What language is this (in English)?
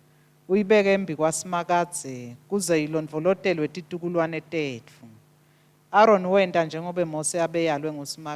Swati